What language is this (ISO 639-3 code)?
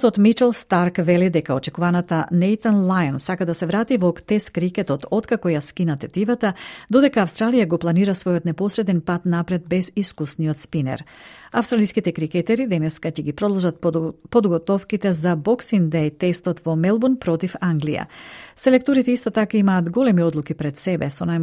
mkd